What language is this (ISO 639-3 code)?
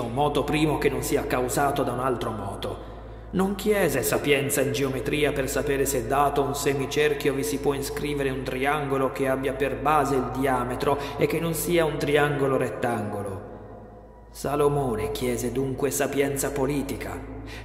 ita